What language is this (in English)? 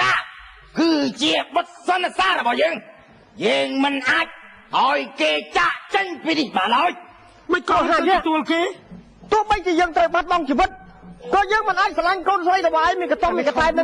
Khmer